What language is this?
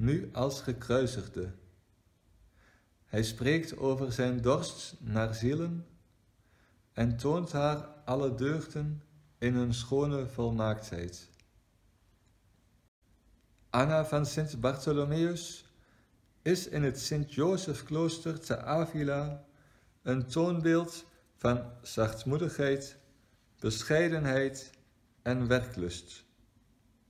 Dutch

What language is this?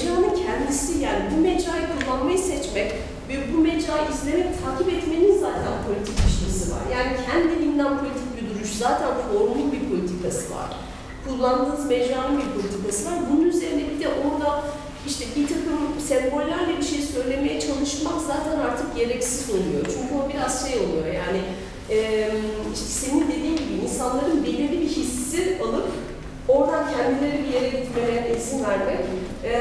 Turkish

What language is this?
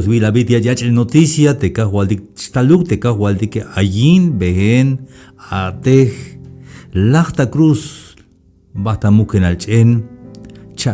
Tzeltal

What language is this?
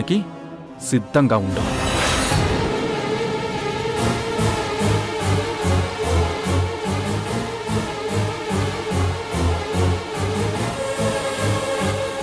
Telugu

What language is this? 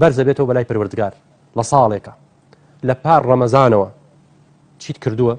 Central Kurdish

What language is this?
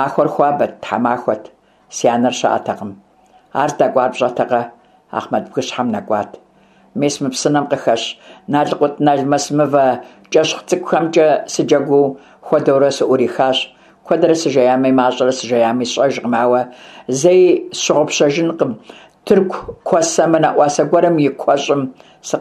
Kabardian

